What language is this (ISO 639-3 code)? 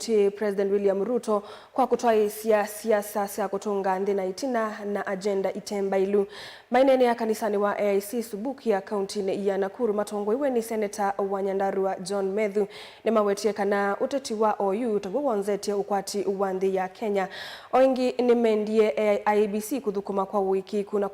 kam